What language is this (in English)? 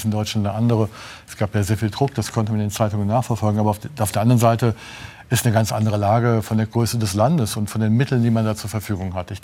Luxembourgish